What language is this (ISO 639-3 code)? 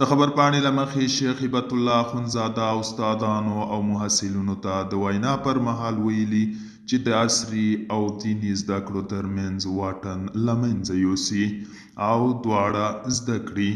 pus